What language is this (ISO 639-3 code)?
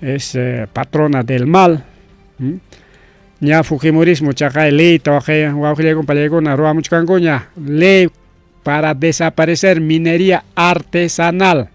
quy